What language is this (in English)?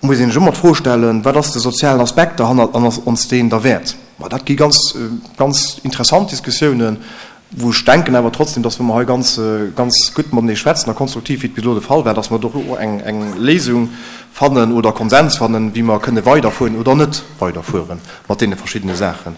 Luxembourgish